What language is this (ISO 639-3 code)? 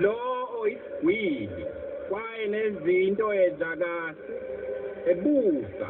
zul